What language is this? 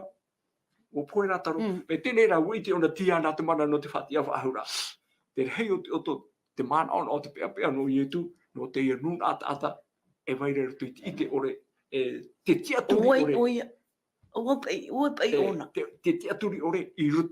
Tahitian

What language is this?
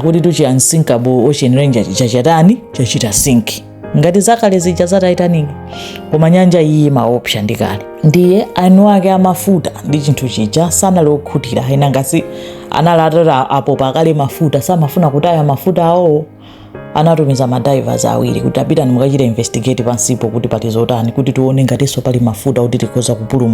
Nyanja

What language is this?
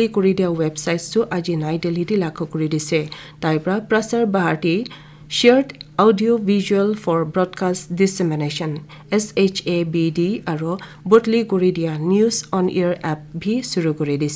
Naga Pidgin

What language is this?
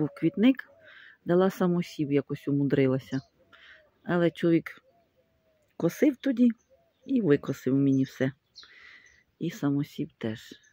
Ukrainian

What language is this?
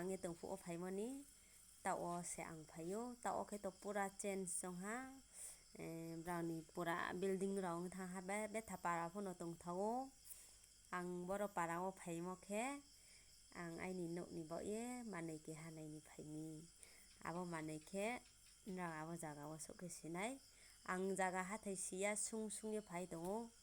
Riang (India)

